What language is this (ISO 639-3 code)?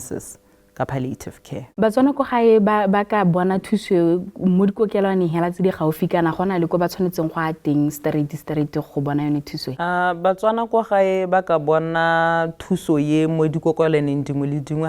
tsn